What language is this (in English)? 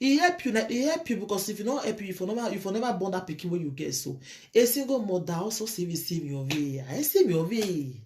Nigerian Pidgin